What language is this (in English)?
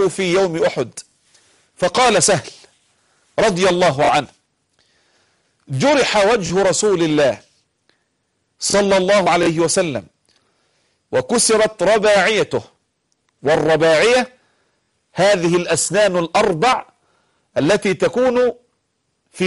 Arabic